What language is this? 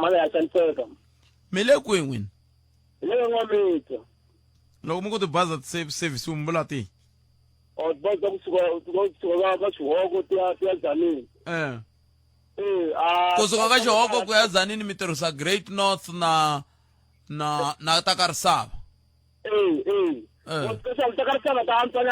Tsonga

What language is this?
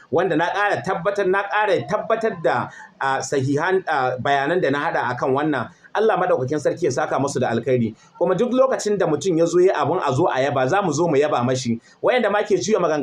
Hausa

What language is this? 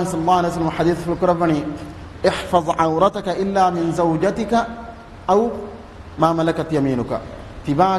Divehi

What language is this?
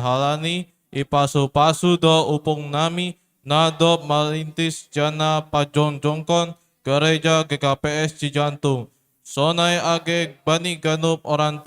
Batak Simalungun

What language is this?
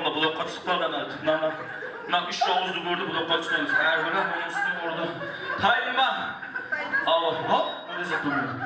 Kara-Kalpak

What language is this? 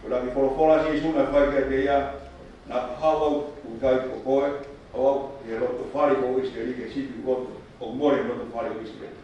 Tongan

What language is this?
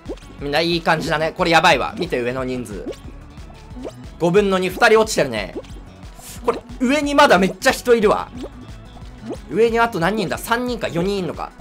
Japanese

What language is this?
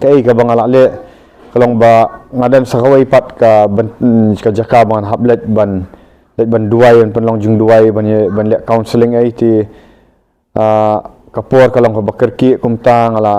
Khasi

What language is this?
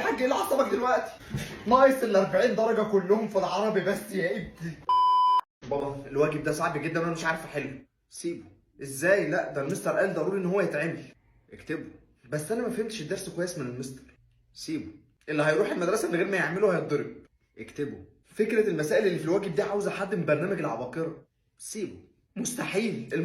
Egyptian Arabic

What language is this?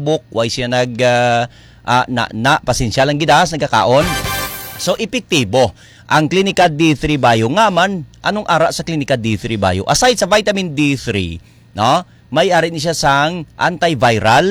Hiligaynon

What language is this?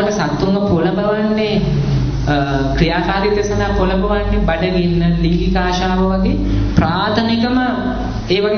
Sinhala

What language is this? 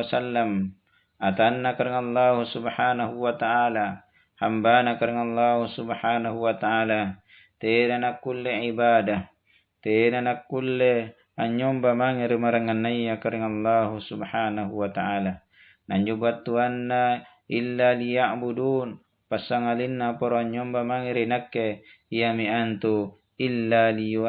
Makasar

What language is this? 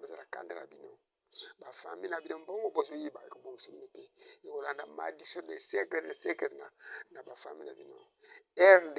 Lingala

